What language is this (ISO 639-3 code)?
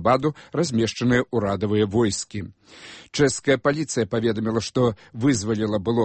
bel